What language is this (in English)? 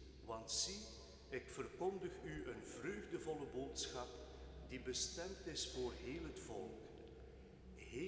Dutch